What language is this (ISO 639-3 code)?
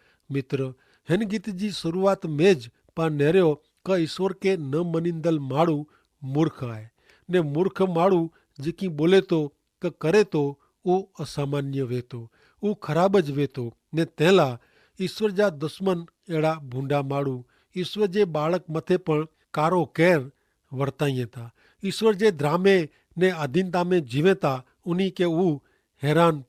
kfr